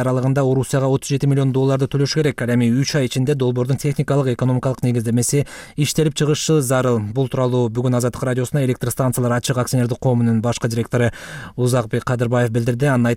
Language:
Kyrgyz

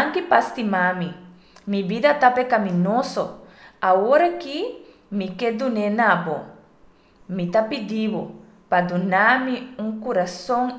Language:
Papiamento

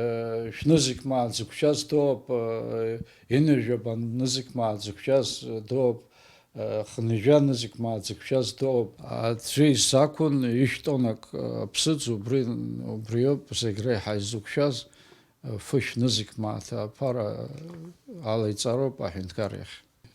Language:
Abkhazian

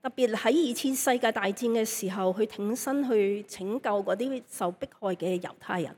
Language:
Cantonese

